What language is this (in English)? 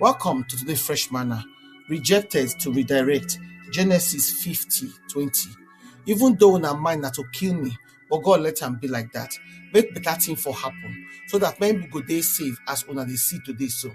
Nigerian Pidgin